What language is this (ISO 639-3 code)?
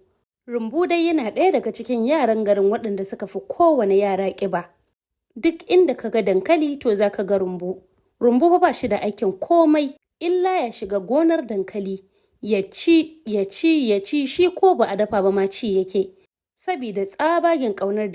hau